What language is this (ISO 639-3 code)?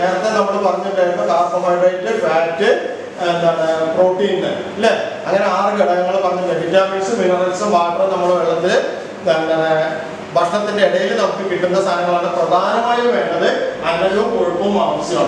mal